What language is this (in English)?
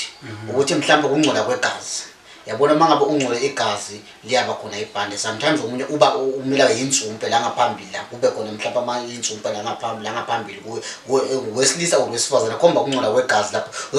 Zulu